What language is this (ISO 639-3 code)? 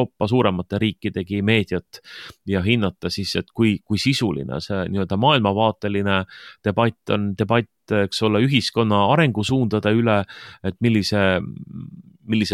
est